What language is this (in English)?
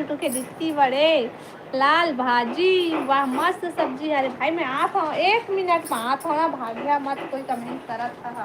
Chhattisgarhi